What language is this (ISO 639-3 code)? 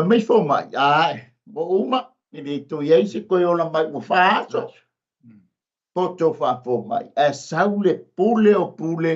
smo